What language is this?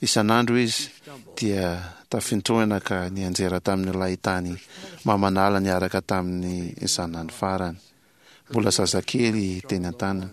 Malagasy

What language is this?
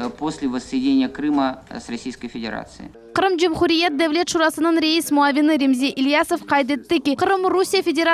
Crimean Tatar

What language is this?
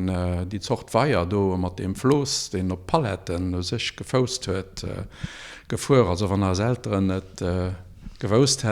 Luxembourgish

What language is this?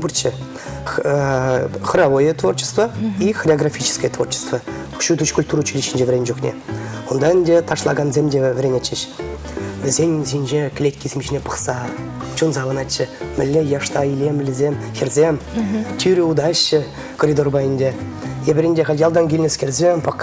Chuvash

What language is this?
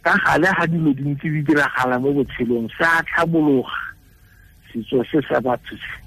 Tswana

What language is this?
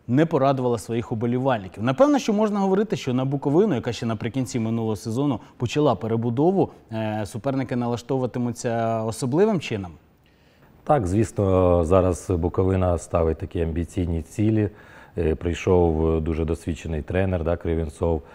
Ukrainian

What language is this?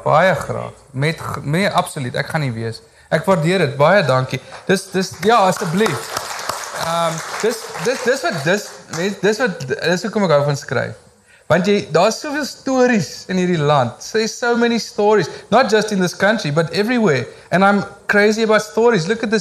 Afrikaans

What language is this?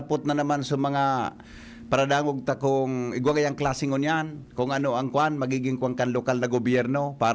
Bikol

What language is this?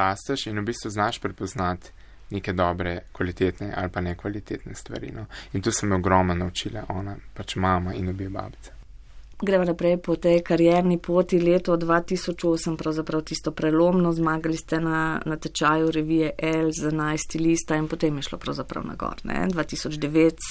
Slovenian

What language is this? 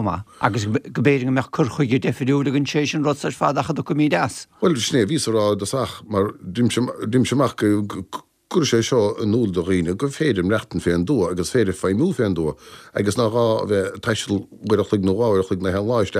Irish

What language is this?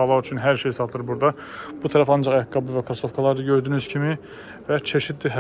Azerbaijani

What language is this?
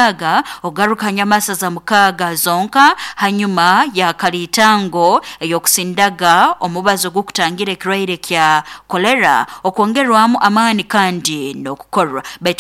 Nyoro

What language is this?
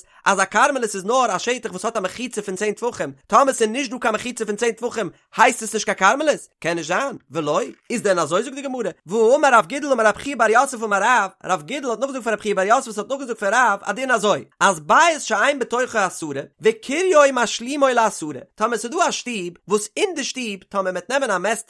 Yiddish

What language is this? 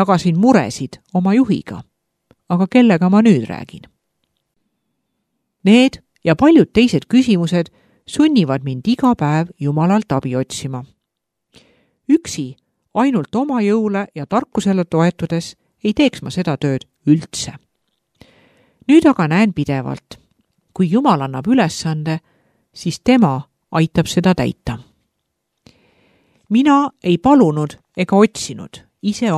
Estonian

